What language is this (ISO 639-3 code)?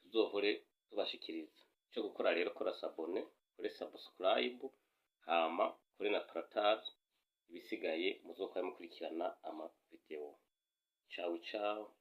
run